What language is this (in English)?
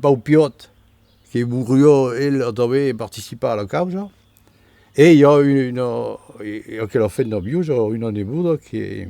Occitan